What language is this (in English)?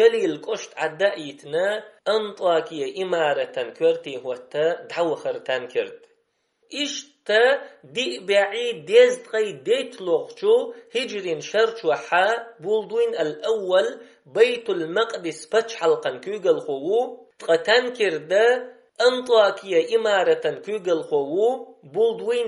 Chechen